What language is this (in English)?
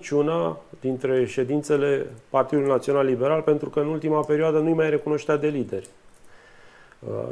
Romanian